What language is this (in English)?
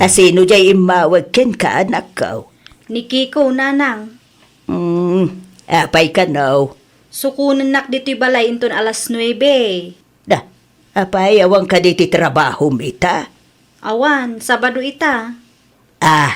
Iloko